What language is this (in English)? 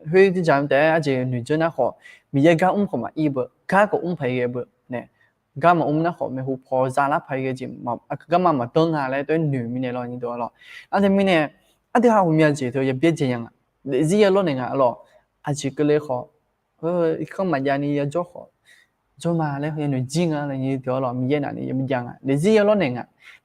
Akha